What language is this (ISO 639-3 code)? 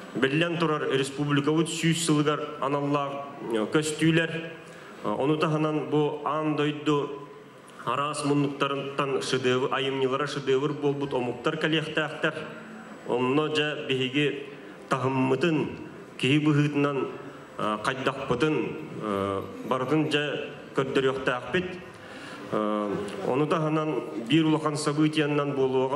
sah